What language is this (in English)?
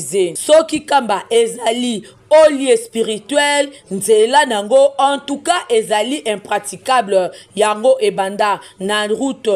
Lingala